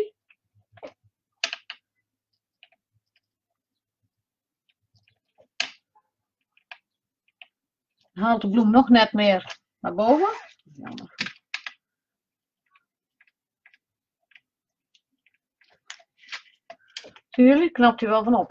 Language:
Dutch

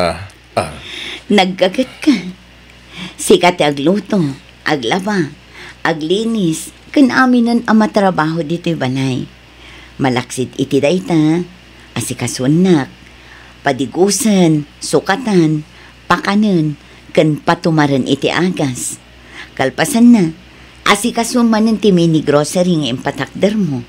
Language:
Iloko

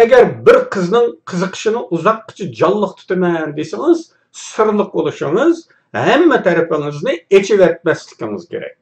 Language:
Uyghur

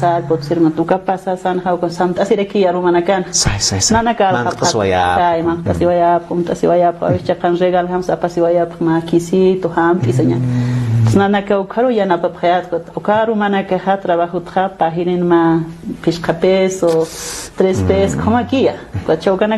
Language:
Aymara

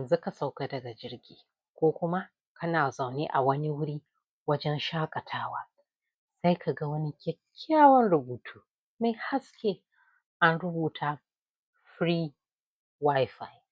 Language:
Hausa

